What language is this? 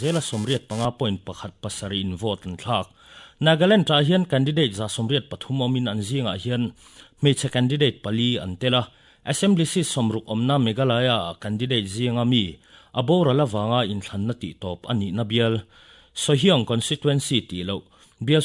Mizo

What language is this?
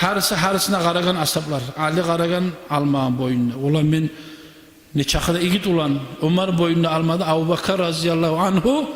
Kumyk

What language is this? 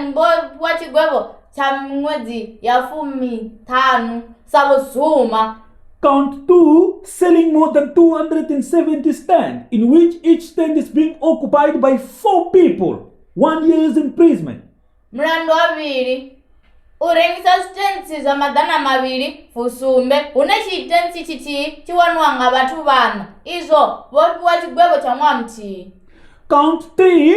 Venda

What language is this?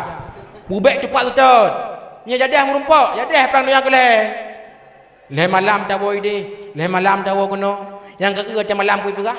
Achinese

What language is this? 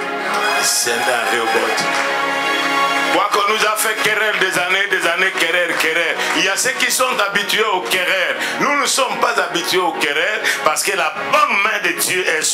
French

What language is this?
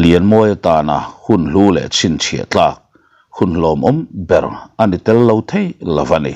Mizo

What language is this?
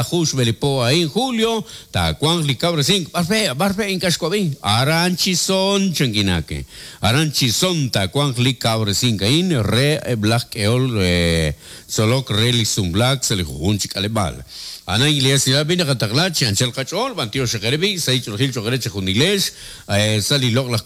Kekchí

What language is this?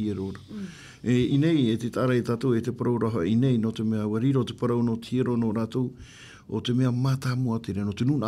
Tahitian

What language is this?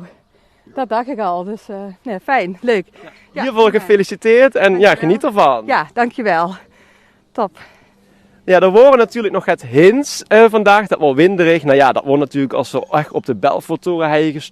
Limburgish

